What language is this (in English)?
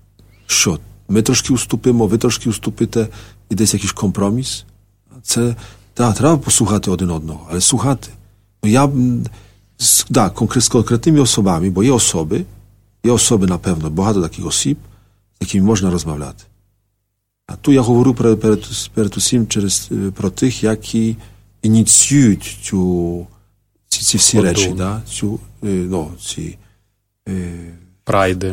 Ukrainian